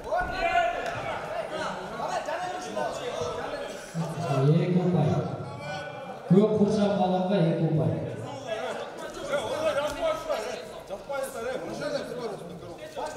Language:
Kazakh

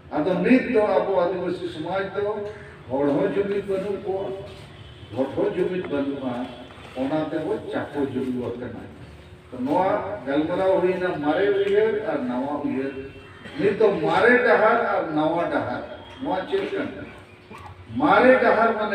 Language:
Santali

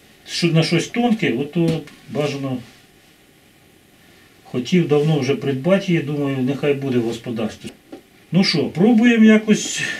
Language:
Ukrainian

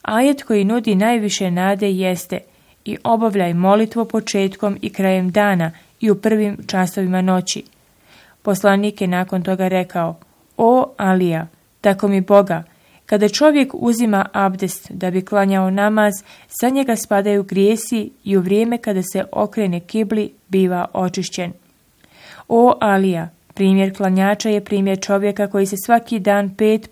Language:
Bosnian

